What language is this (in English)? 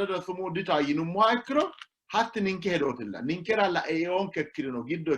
Sidamo